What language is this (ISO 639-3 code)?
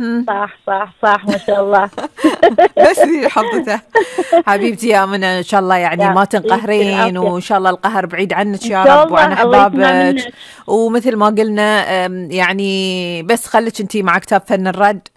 afb